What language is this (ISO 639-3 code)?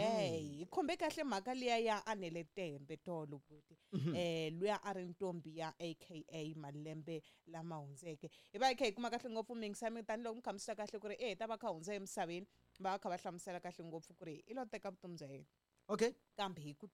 tso